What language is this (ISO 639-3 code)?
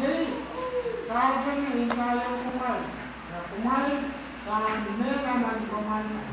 pon